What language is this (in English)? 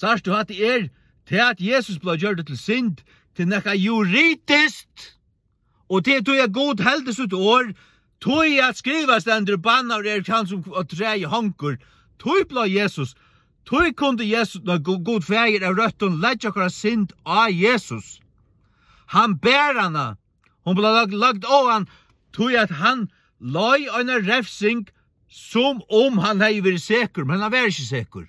Faroese